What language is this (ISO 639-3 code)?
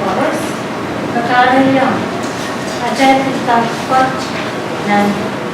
pon